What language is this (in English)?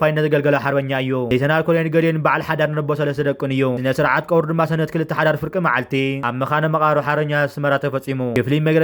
Tigrinya